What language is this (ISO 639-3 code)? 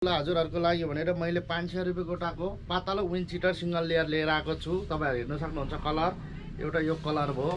nep